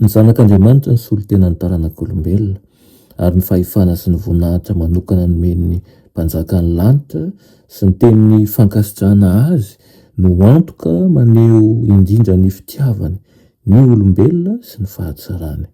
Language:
Malagasy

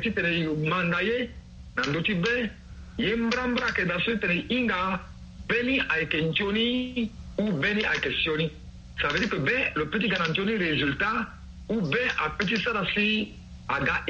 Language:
Sango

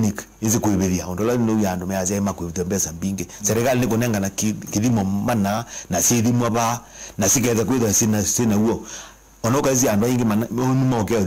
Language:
Kamba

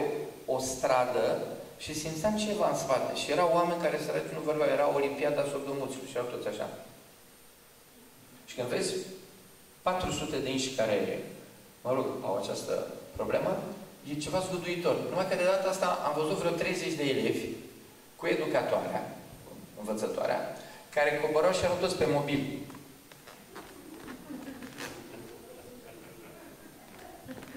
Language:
Romanian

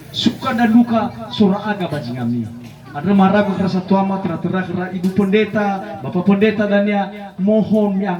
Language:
Nias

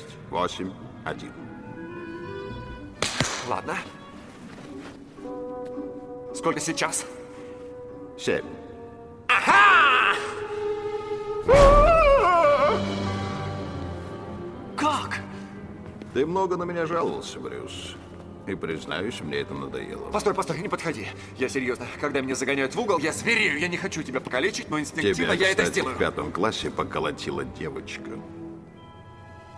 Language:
Russian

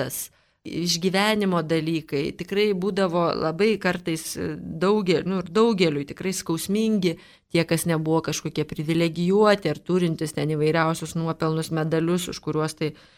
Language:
Lithuanian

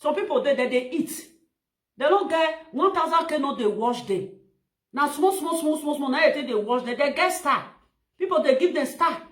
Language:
Nigerian Pidgin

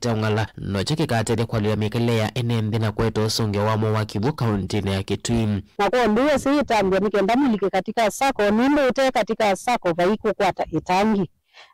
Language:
Kamba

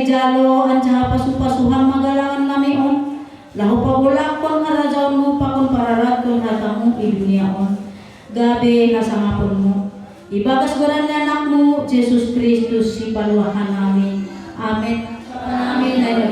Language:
Batak Simalungun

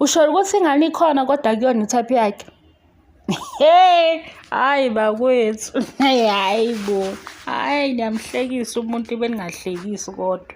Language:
Zulu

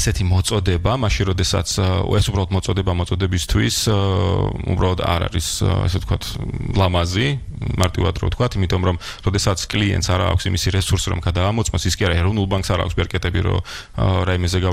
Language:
Georgian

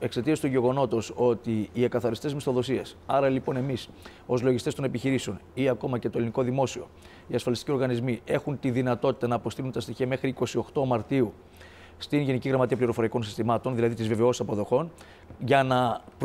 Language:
Greek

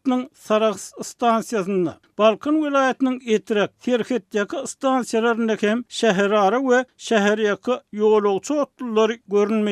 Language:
Turkmen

